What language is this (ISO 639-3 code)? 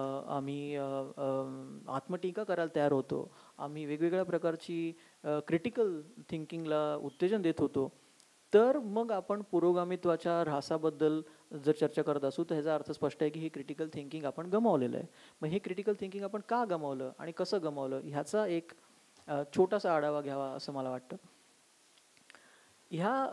mar